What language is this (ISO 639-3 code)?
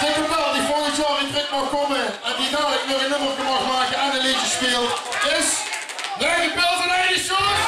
lim